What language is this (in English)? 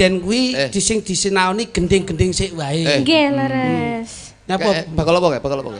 Javanese